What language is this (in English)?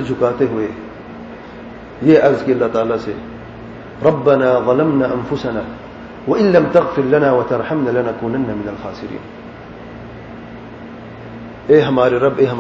Urdu